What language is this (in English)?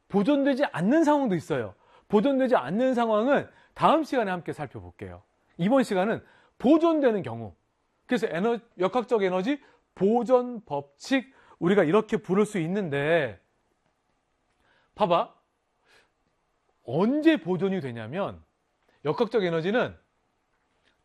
Korean